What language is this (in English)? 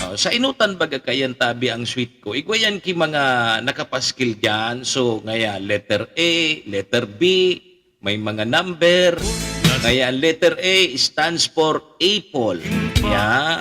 Bikol